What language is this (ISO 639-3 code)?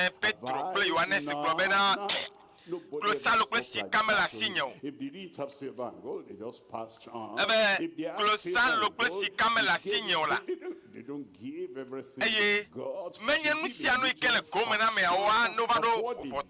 ewe